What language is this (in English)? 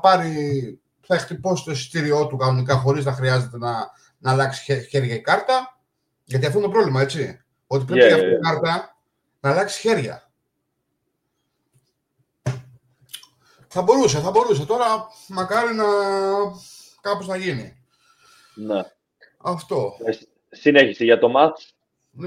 Greek